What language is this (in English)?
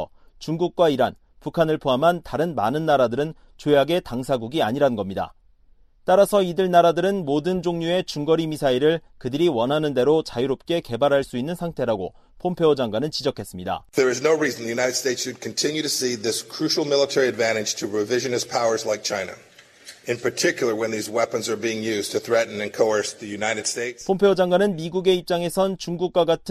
Korean